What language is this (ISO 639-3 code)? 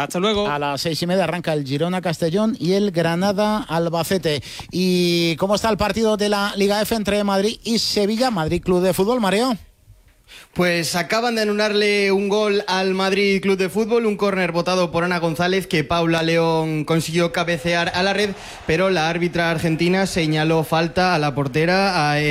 spa